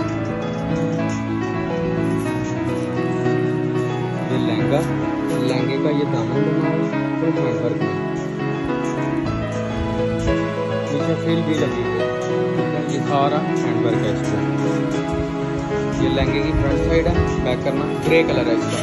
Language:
Hindi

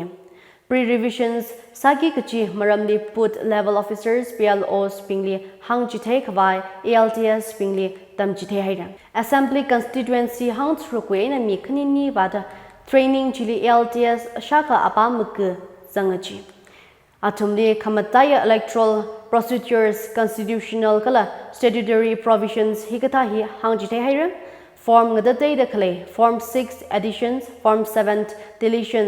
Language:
Tangkhul Naga (India)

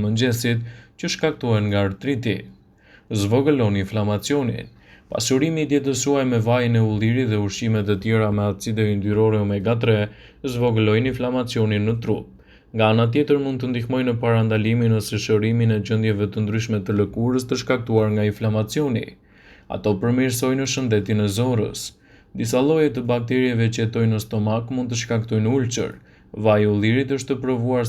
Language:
Albanian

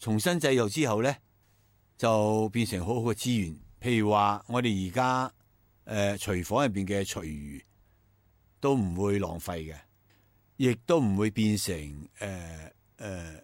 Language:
Cantonese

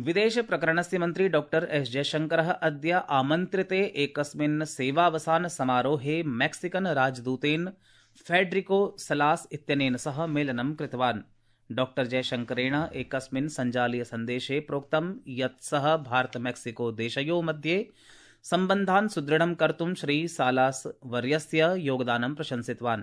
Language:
Sanskrit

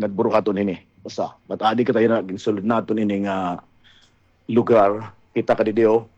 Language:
Waray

